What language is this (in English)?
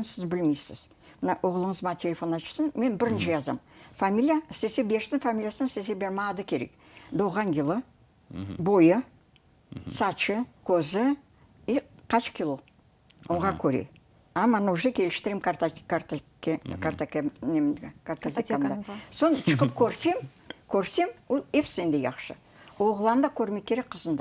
Crimean Tatar